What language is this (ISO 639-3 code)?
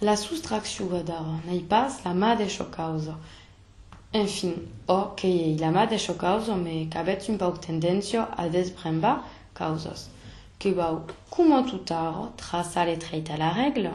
oci